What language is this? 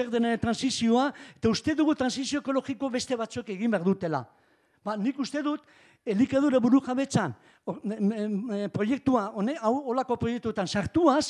Basque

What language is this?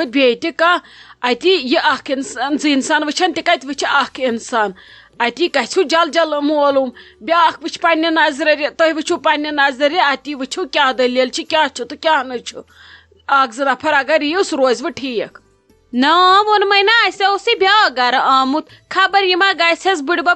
Kashmiri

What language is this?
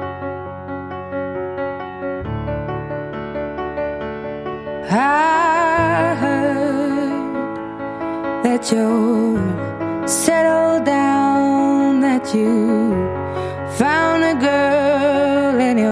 Kazakh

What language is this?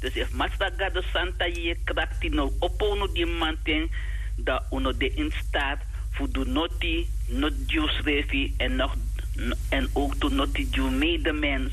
Sranan Tongo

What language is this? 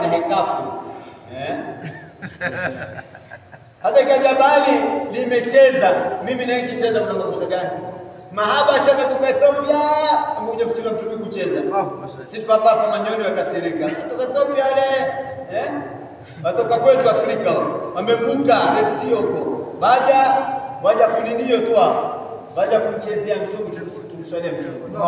Swahili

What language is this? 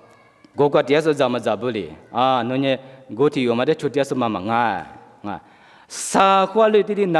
Lisu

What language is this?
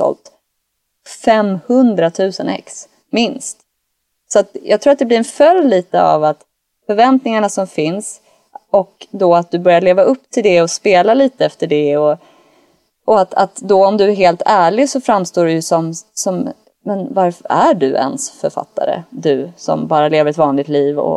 Swedish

